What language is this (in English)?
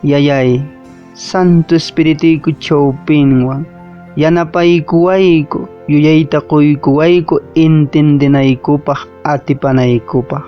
Quechua